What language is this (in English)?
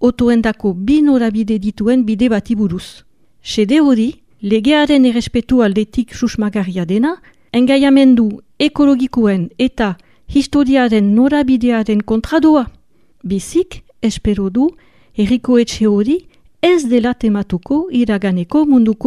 Basque